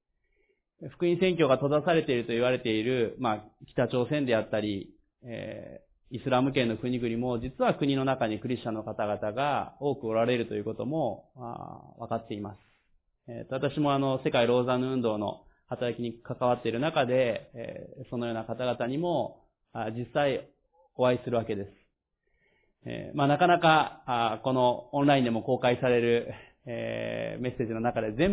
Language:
Japanese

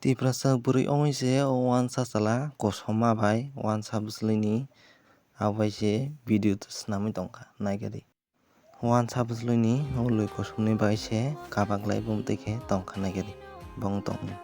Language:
Kok Borok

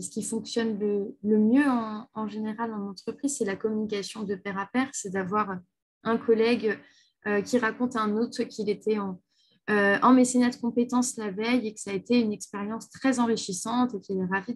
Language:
French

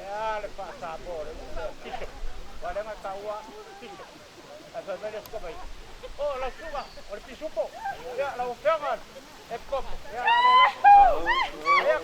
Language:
Samoan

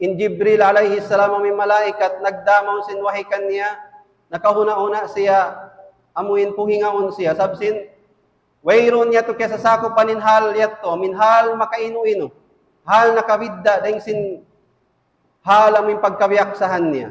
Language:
Tausug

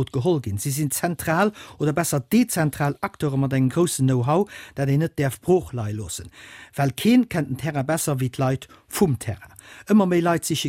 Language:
Luxembourgish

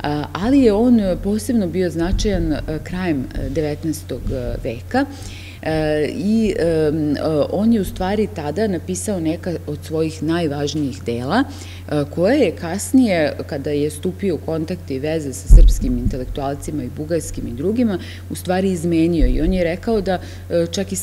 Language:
Serbian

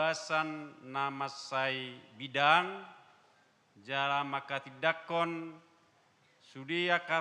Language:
Batak Toba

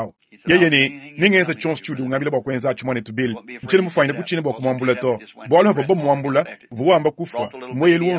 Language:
Luba-Lulua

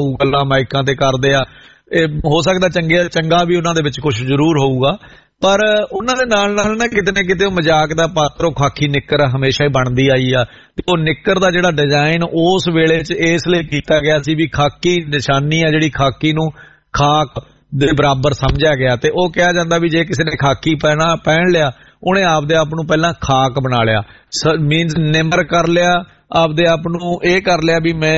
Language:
Punjabi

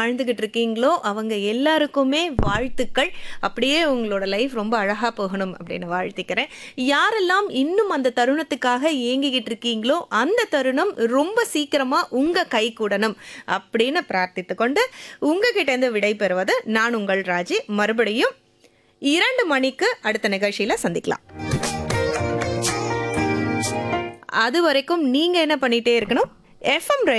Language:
Tamil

